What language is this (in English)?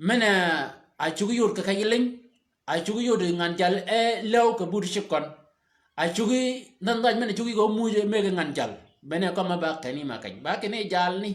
Shilluk